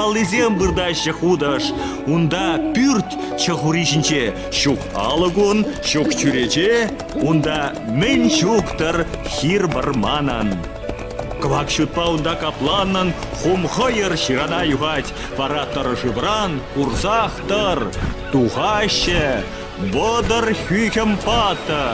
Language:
Chuvash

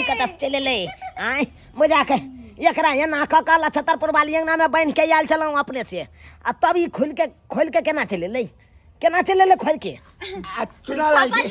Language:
Maithili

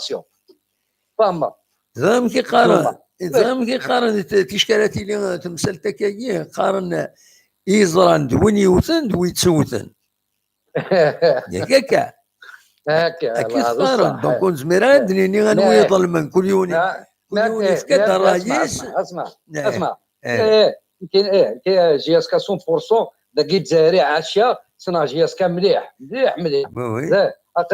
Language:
Kabyle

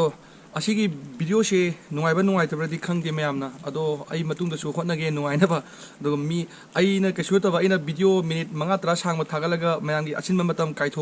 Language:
Manipuri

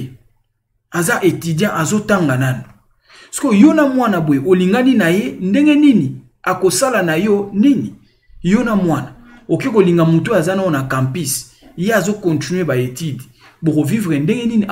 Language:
Lingala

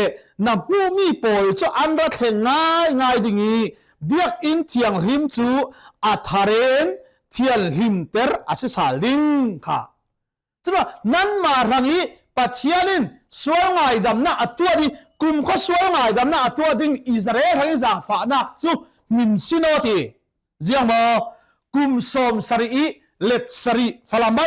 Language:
Falam Chin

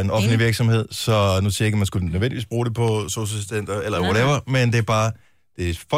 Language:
Danish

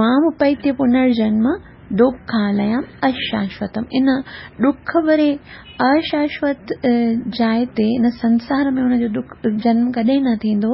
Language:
Sindhi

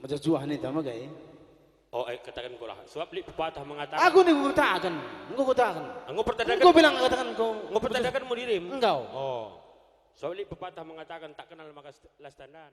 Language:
Batak Karo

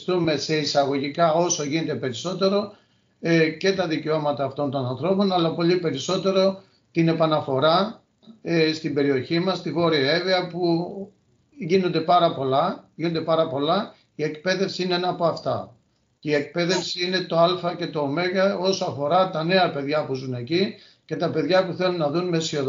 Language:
Greek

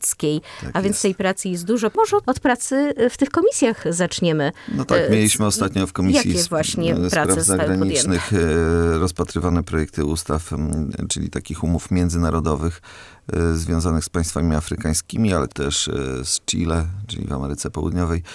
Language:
Polish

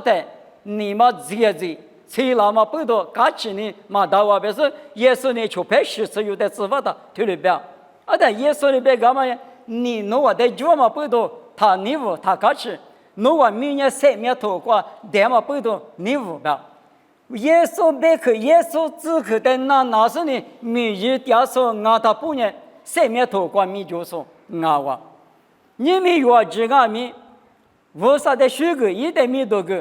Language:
Lisu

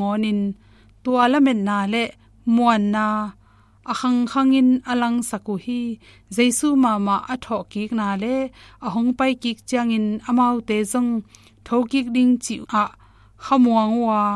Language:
Tedim Chin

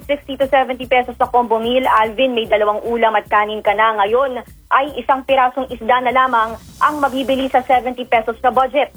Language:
Filipino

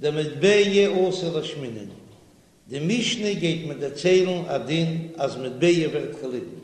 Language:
Yiddish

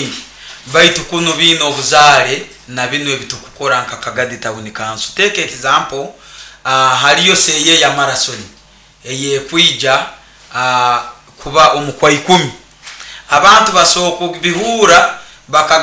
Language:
Nyoro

